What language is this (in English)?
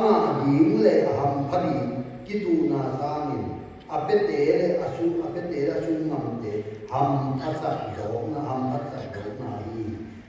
Tedim Chin